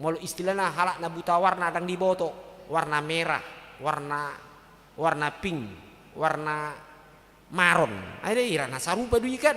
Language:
Batak Toba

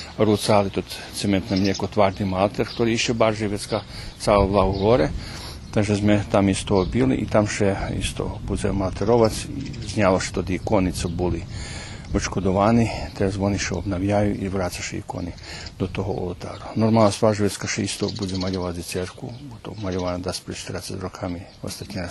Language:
Rusyn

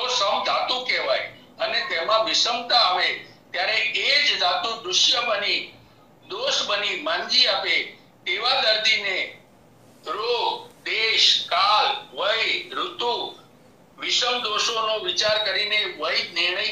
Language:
Gujarati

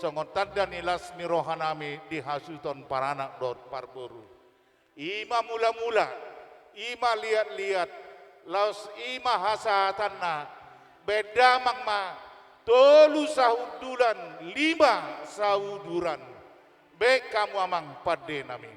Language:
Batak Toba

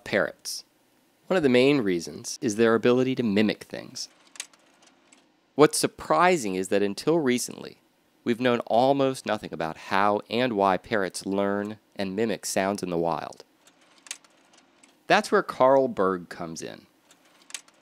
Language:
English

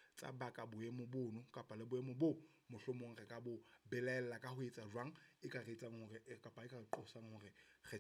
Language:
Southern Sotho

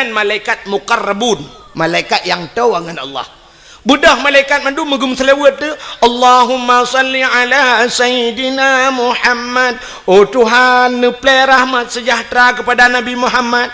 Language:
Achinese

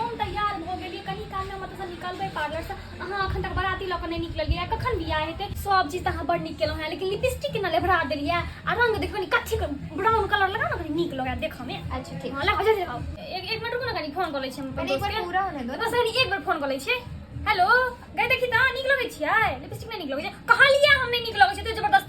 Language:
Maithili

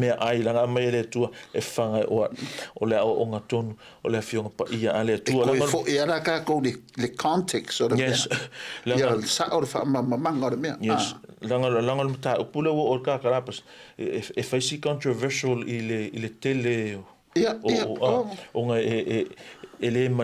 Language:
Samoan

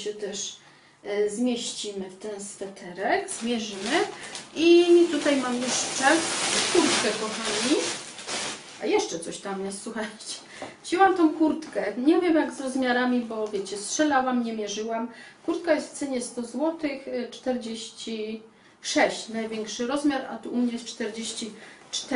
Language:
Polish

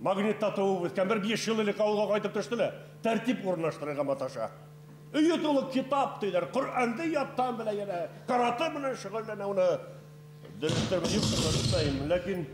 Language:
Bashkir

